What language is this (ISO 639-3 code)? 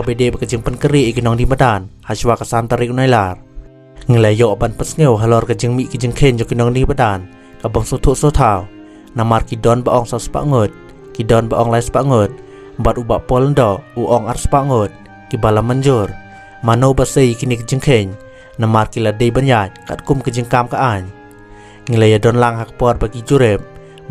kha